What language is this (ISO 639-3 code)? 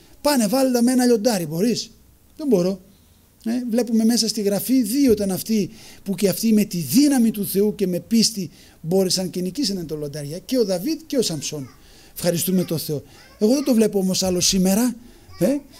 ell